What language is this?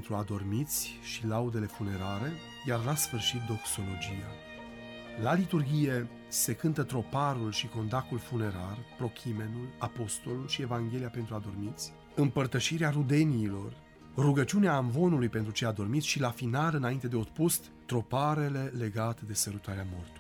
Romanian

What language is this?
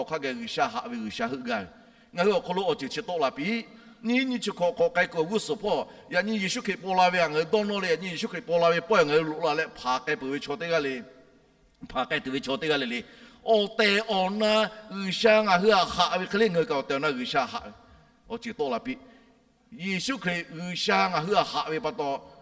Lahu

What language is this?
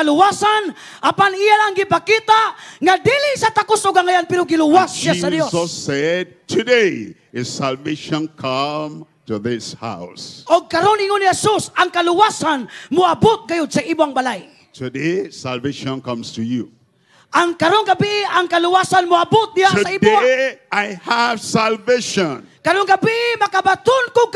Cebuano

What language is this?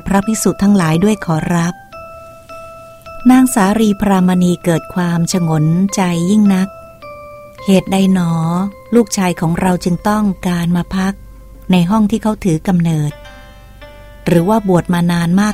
Thai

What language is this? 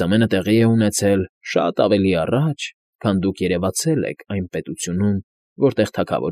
Armenian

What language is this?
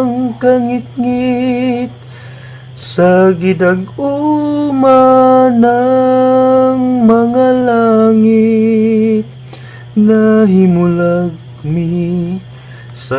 Cebuano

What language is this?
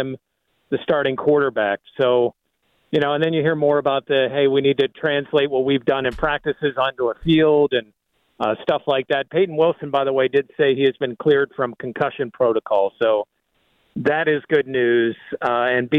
English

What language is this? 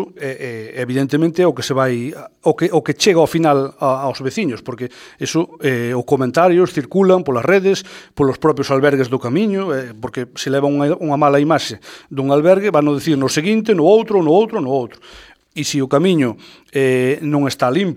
Galician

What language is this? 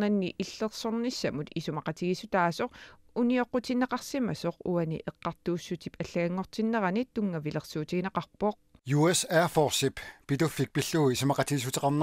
Kalaallisut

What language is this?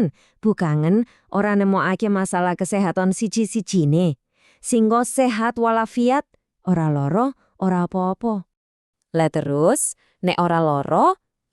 Javanese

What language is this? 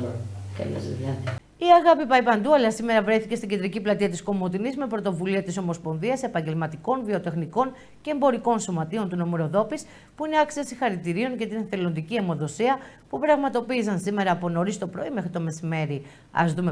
Greek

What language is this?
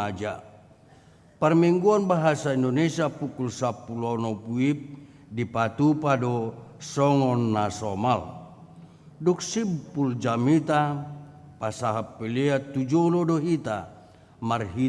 Batak Toba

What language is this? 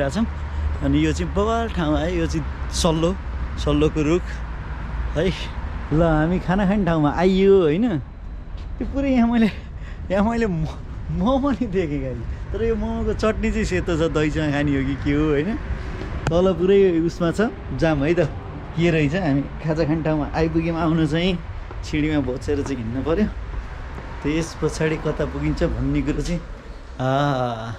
Nepali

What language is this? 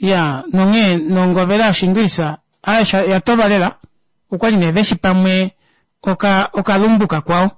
Kuanyama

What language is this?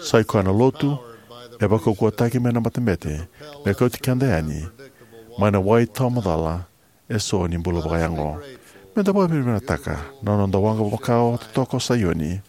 Fijian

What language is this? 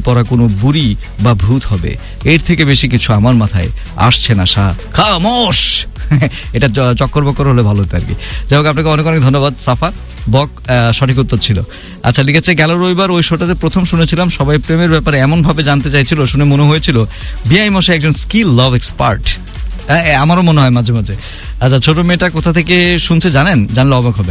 Bangla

